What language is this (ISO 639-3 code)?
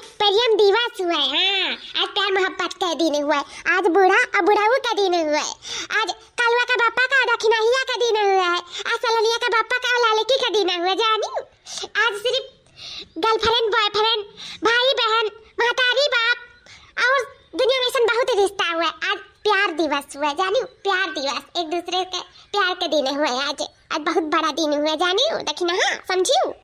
awa